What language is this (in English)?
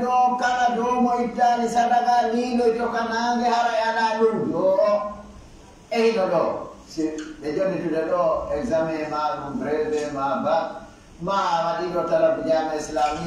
Pular